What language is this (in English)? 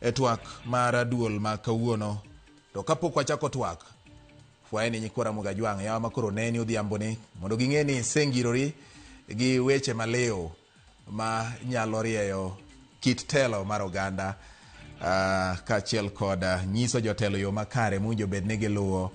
Luo (Kenya and Tanzania)